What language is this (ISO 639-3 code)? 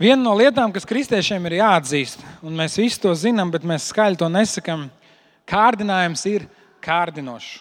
lav